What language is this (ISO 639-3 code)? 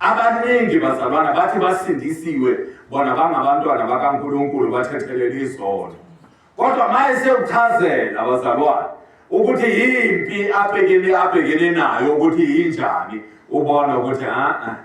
zul